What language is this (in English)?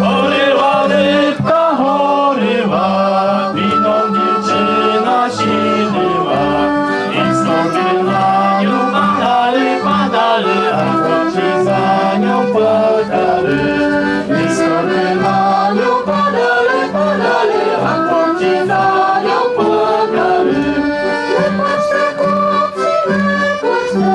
Rusyn